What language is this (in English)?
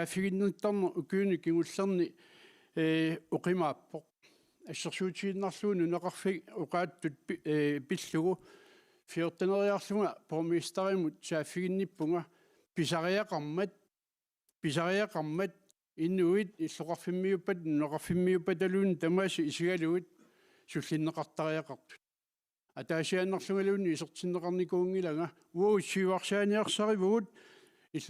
Kalaallisut